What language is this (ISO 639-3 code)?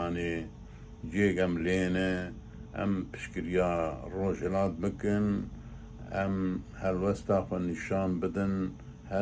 kur